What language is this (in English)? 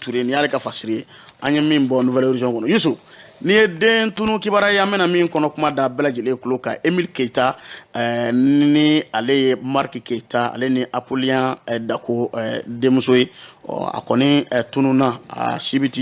Bambara